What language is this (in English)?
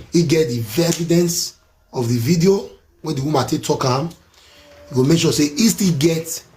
Nigerian Pidgin